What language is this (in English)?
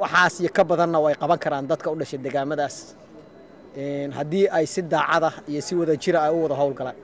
Somali